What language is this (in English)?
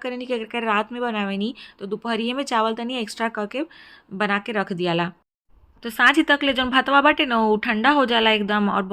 Bhojpuri